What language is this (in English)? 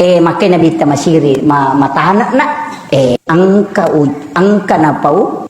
Buginese